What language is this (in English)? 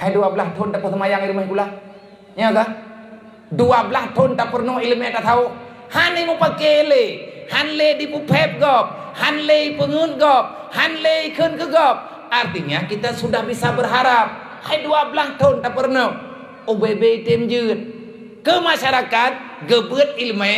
Achinese